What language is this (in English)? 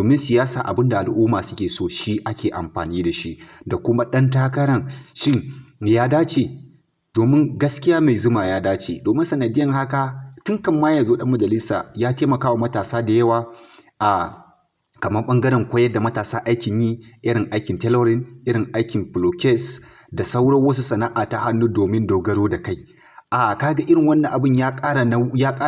Hausa